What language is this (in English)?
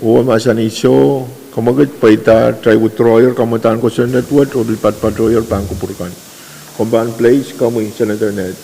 Pohnpeian